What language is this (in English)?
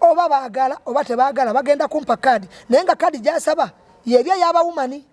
Ganda